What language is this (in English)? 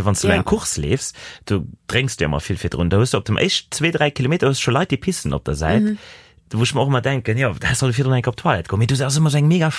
Luxembourgish